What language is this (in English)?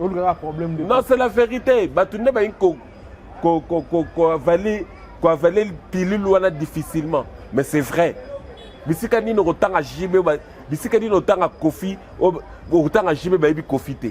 Lingala